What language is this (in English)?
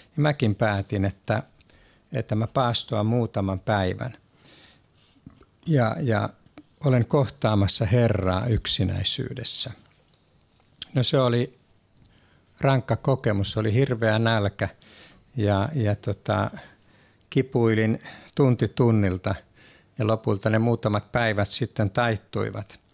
Finnish